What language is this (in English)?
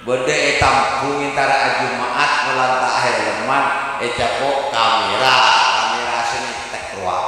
Madurese